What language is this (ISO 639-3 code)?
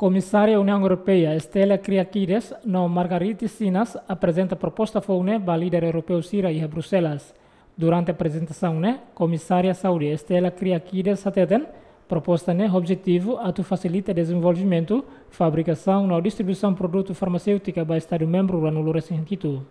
tet